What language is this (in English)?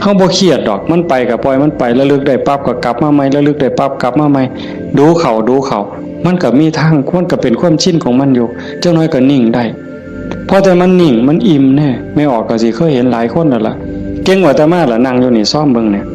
Northeastern Thai